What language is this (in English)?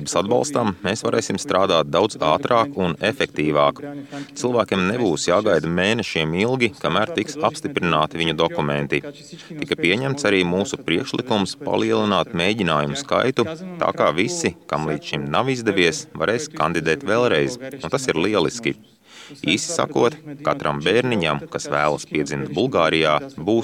Latvian